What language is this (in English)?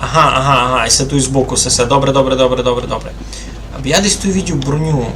Rusyn